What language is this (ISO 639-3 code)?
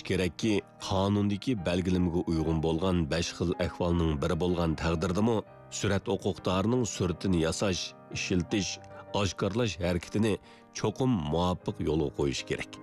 uig